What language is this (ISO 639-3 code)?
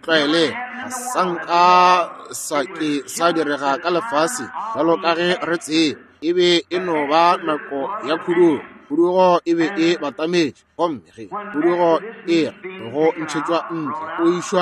nso